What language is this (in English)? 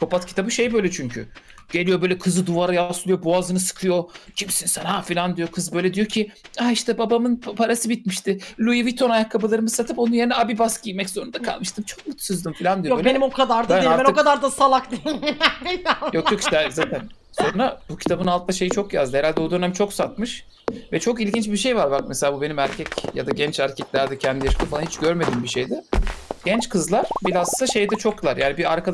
Turkish